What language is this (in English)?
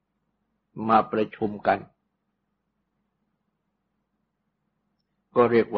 Thai